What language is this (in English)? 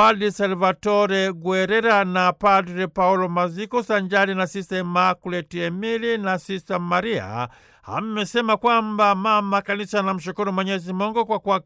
Swahili